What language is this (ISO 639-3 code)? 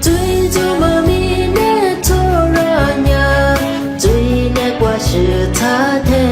lis